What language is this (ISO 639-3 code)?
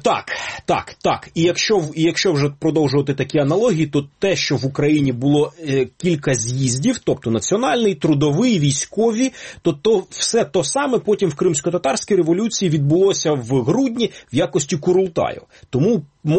ukr